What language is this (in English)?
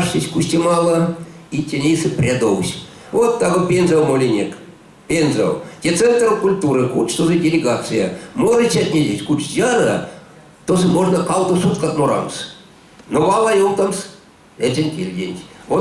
Erzya